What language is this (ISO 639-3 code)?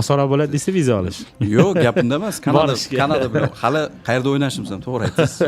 uzb